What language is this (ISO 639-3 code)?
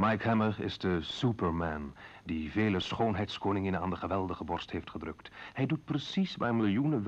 nld